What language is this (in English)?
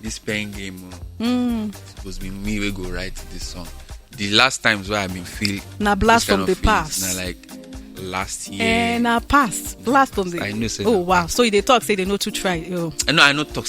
Nigerian Pidgin